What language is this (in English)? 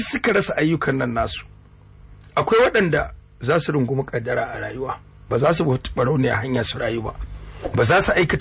Hausa